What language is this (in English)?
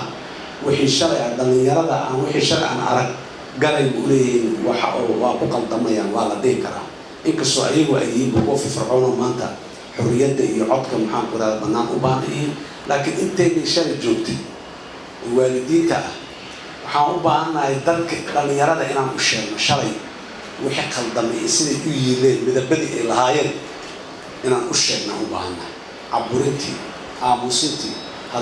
Somali